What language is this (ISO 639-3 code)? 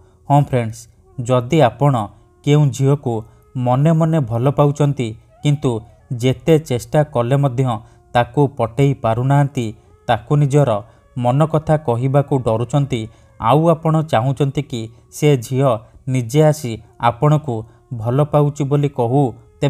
ori